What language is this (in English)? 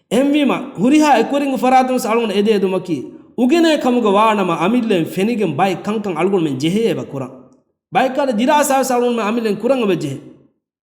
Divehi